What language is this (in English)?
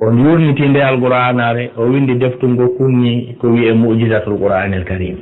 Fula